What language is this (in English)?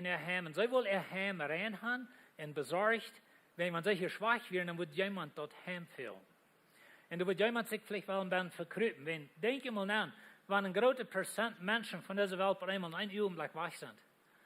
Plautdietsch